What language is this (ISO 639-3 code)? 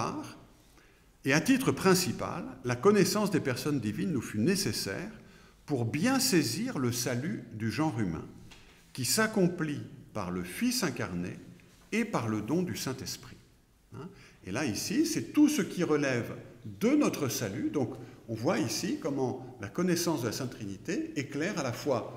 fra